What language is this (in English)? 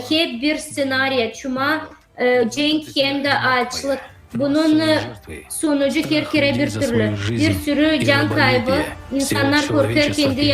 Gagauz